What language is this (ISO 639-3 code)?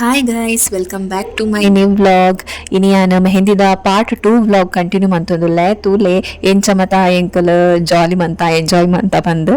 tcy